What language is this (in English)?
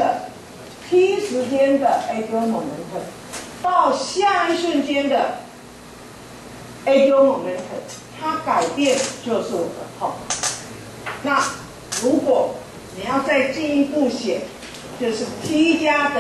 Chinese